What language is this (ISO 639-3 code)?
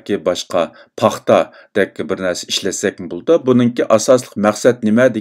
uig